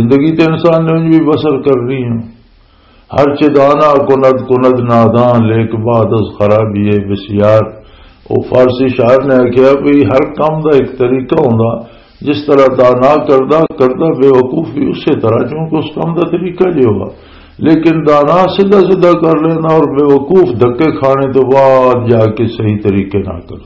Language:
Western Panjabi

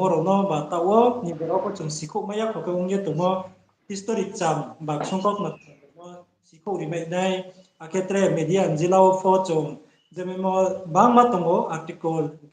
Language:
Riang (India)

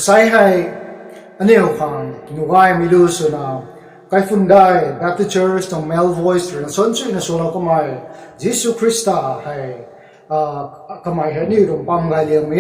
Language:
Rongmei Naga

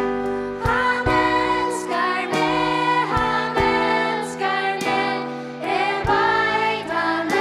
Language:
Faroese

